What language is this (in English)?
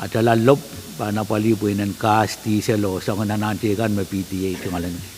Pohnpeian